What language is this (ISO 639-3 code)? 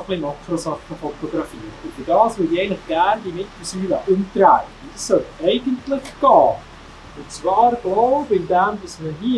gsw